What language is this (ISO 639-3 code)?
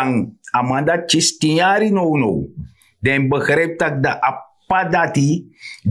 srn